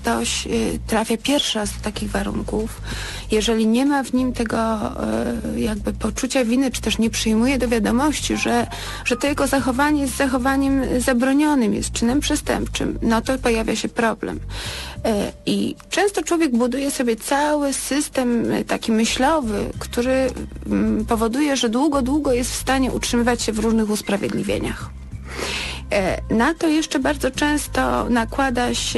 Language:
Polish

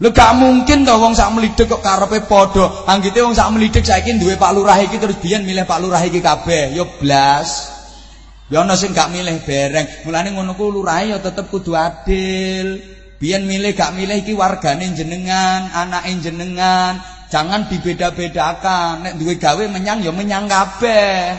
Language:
Javanese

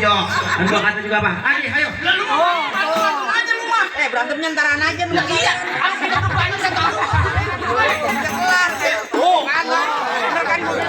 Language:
Betawi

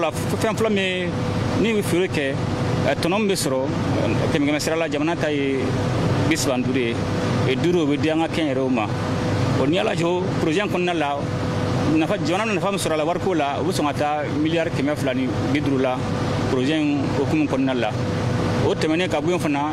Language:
Bambara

